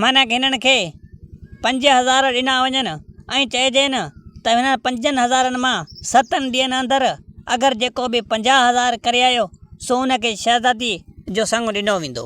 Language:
Sindhi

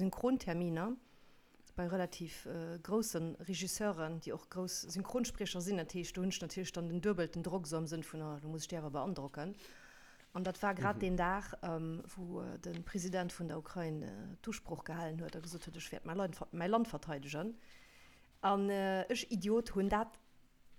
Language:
Luxembourgish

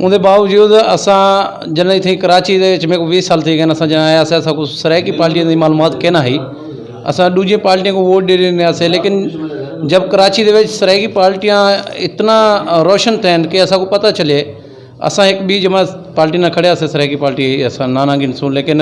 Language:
Saraiki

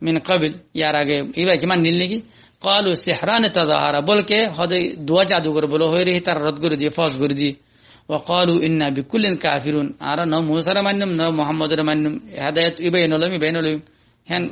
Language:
Rohingya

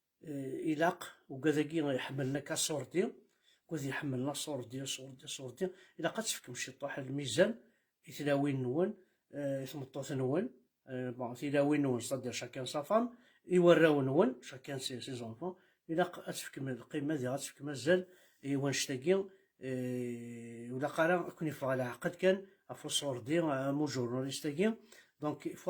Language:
Kabyle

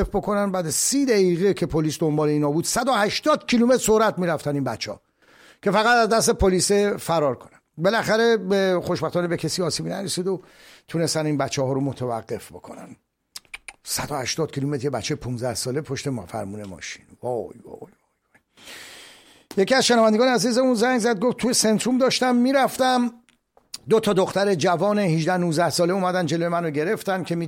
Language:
Persian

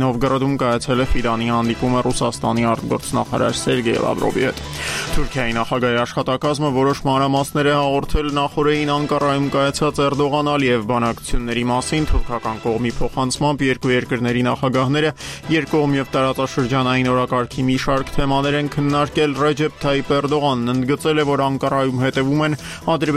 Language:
Armenian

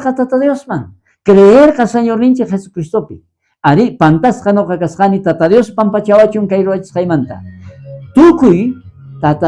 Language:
South Bolivian Quechua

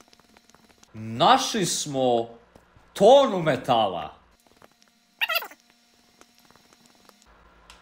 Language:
Croatian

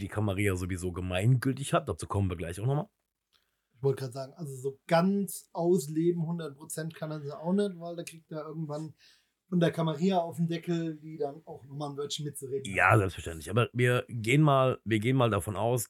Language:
German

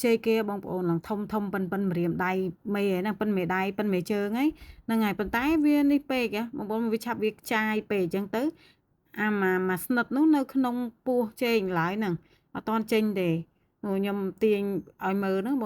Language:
Khmer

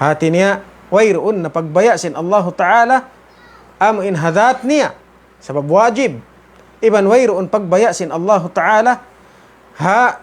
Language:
Tausug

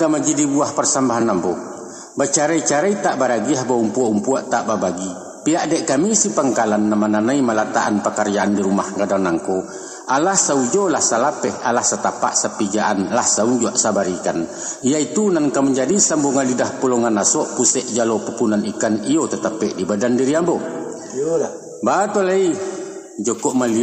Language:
Minangkabau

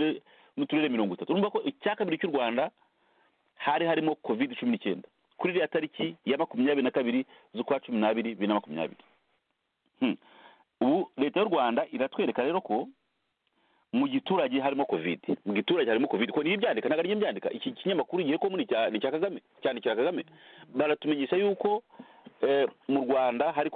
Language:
Kinyarwanda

